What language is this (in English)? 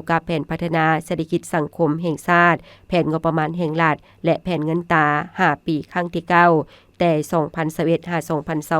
Lao